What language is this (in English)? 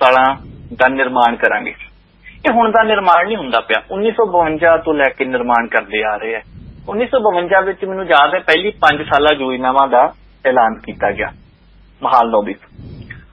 Punjabi